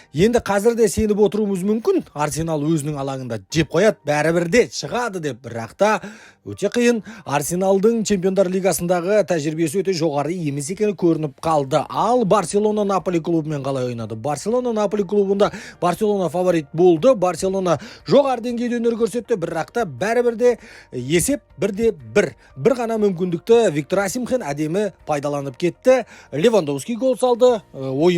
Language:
Kazakh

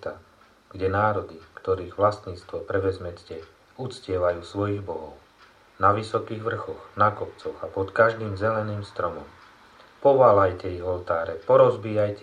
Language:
Slovak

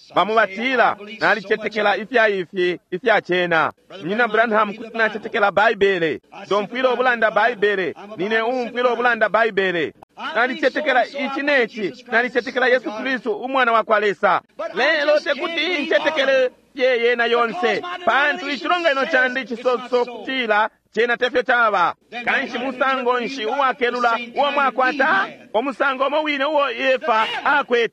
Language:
Bemba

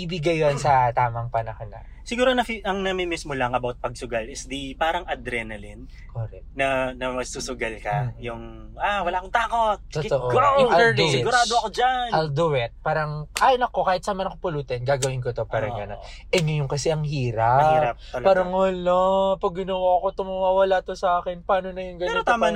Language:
Filipino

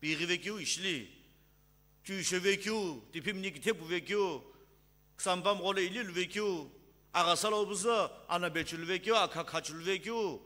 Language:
Sumi Naga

